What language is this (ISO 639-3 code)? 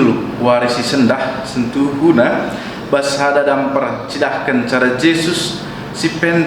btx